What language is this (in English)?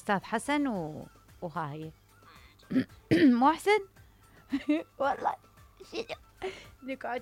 Mesopotamian Arabic